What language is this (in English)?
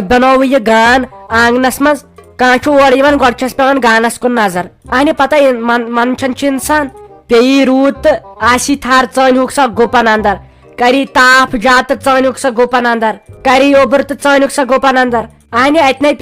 Kashmiri